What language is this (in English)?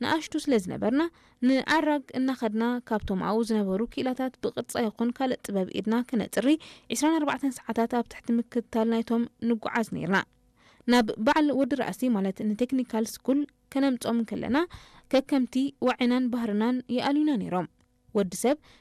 Tigrinya